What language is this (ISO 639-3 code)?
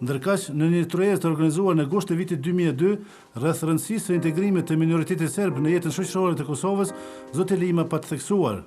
sqi